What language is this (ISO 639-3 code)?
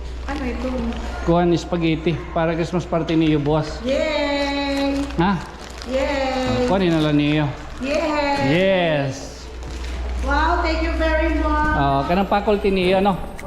war